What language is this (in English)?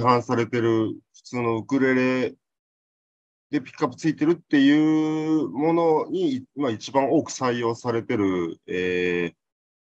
Japanese